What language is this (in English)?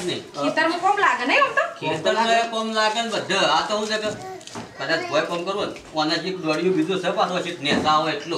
Gujarati